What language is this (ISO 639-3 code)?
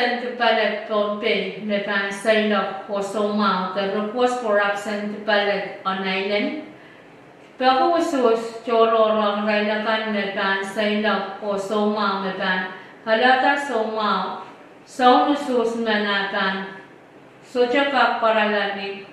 pon